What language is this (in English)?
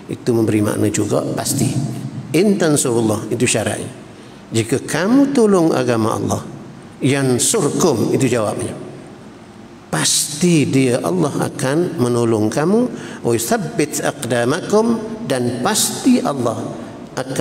Malay